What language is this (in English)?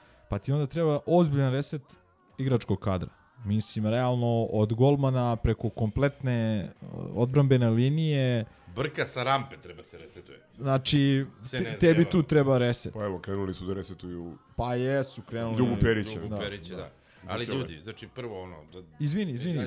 Serbian